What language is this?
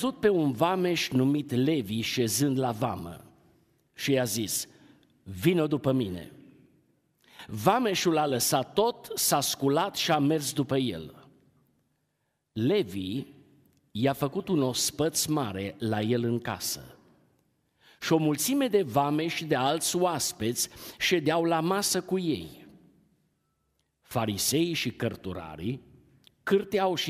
Romanian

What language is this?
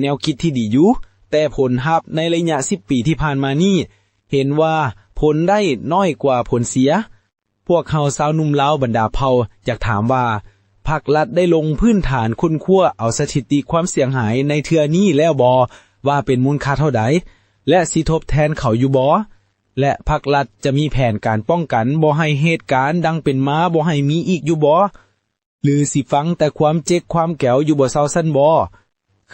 Lao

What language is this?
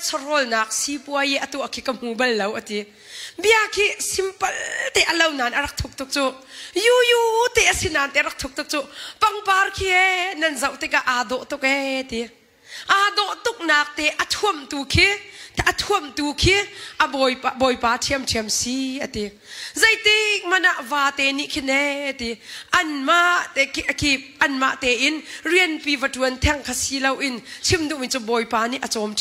Hakha Chin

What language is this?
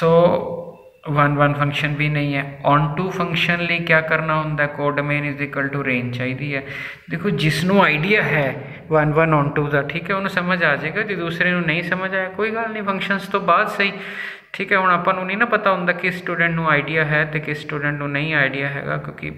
Punjabi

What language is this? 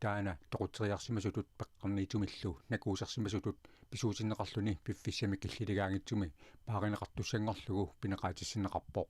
Kalaallisut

